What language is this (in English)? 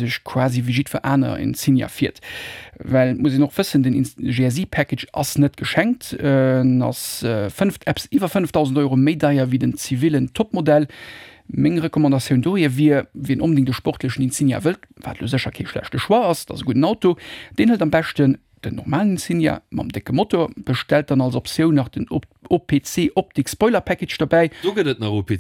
Luxembourgish